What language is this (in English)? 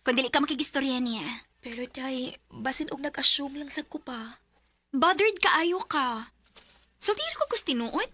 Cebuano